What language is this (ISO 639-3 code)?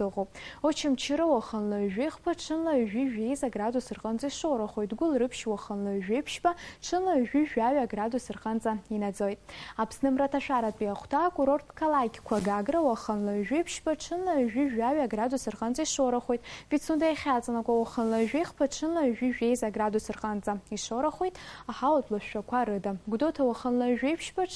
abk